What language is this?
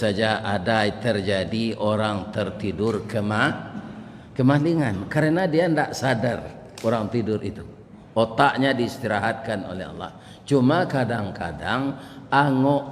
Minangkabau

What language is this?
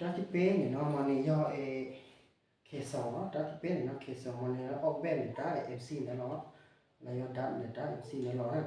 Hmong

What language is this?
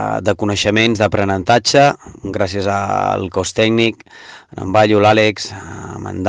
Catalan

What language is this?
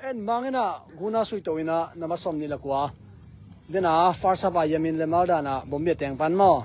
Tedim Chin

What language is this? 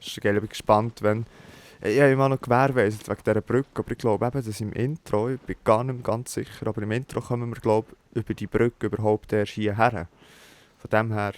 Swiss German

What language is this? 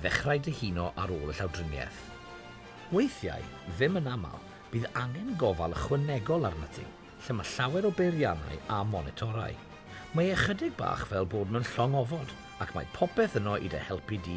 Welsh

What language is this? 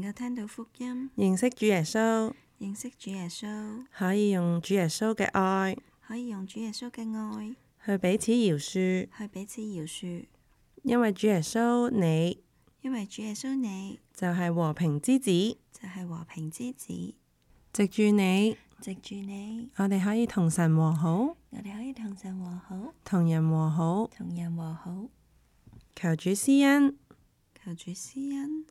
Cantonese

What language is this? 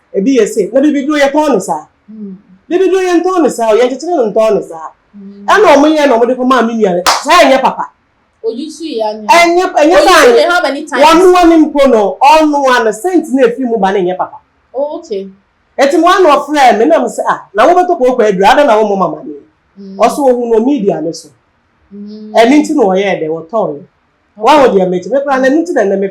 Akan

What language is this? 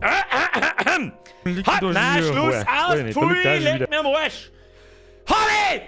Bavarian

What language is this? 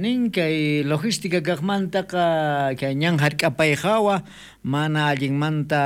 South Bolivian Quechua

